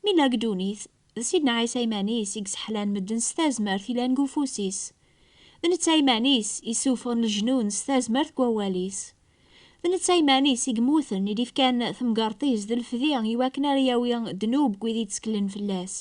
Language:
Kabyle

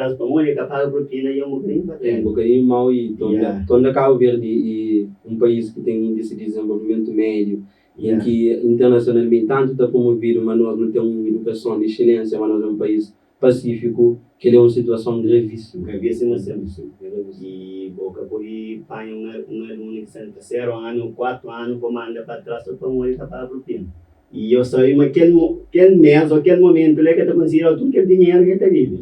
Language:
Kabuverdianu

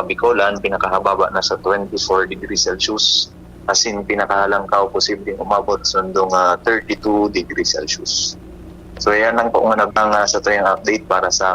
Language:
Bikol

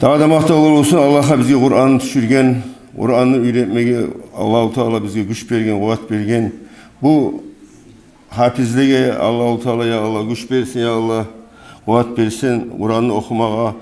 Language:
Kumyk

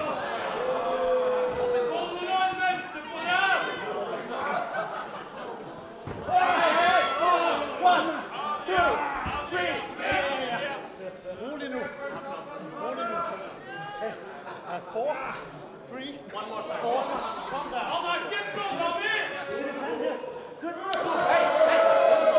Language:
Norwegian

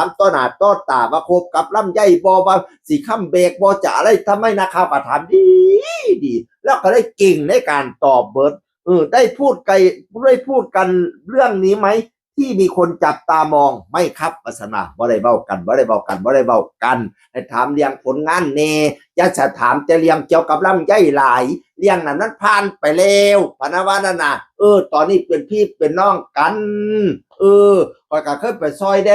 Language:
Northeastern Thai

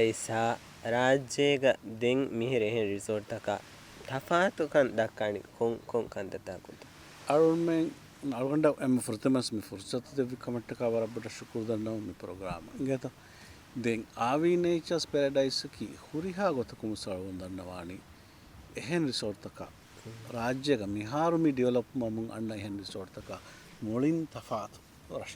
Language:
Divehi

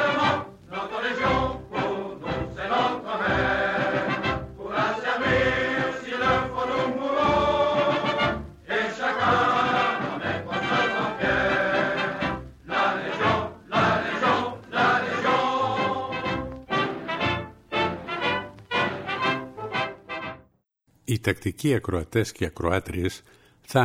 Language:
Greek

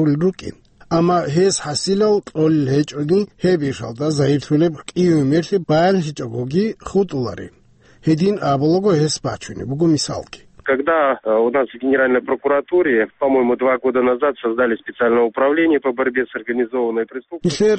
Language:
Avaric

